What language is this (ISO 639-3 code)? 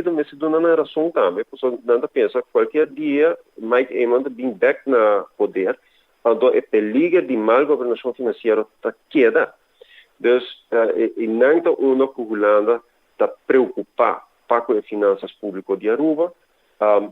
pap